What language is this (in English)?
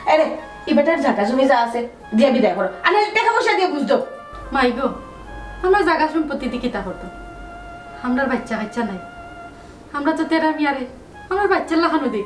Sylheti